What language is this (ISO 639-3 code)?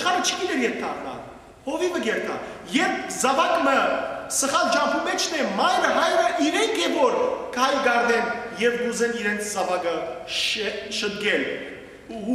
hyw